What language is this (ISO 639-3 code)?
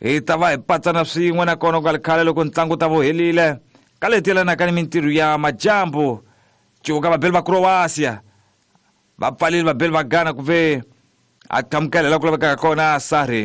tso